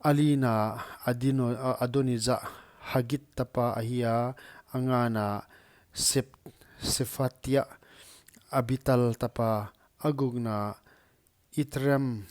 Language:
Paite Chin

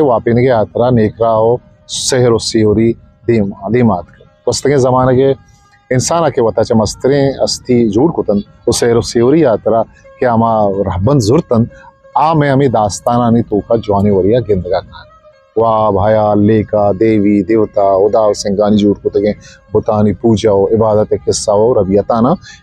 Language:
Eastern Balochi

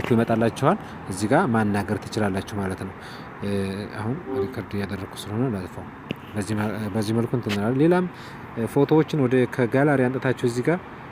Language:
Amharic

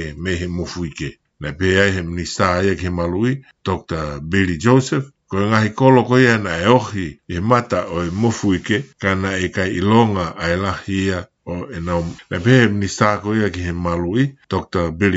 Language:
Tongan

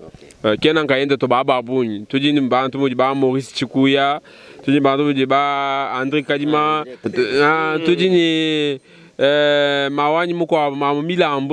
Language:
Luba-Lulua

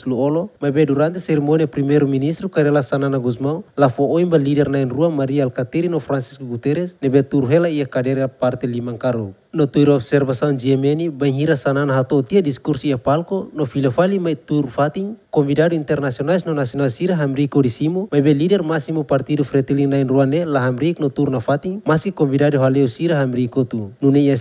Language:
Tetum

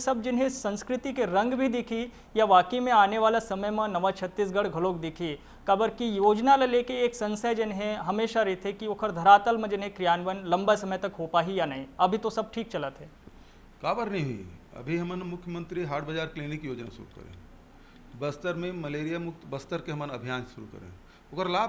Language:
Chhattisgarhi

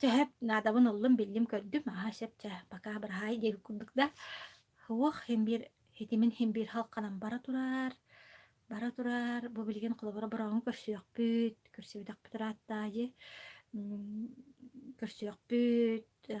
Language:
Yakut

